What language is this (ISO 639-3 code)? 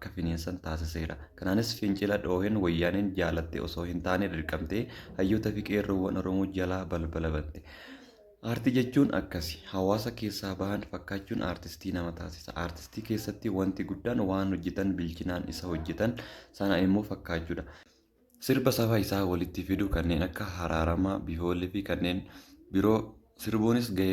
orm